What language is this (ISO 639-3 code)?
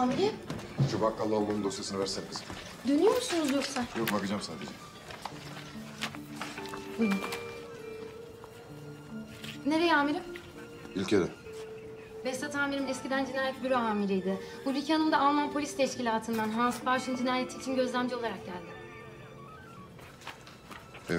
tur